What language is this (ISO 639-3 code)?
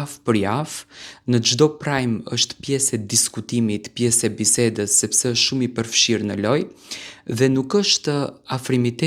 sqi